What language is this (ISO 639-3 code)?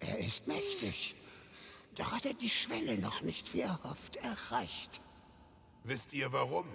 bar